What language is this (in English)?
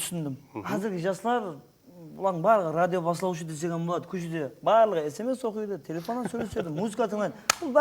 Kara-Kalpak